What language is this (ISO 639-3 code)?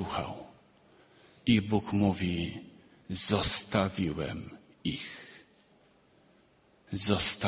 pol